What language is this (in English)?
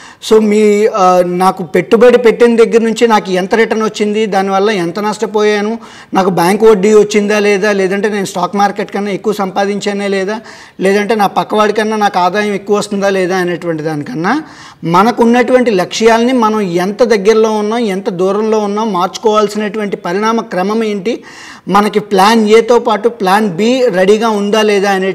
Telugu